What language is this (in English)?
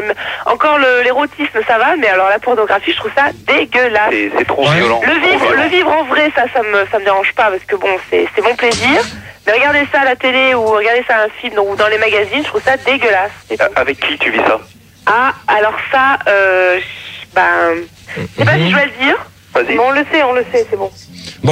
French